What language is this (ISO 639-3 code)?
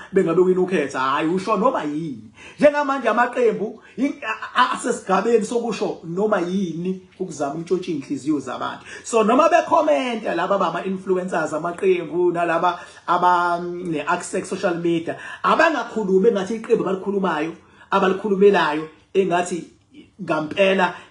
zul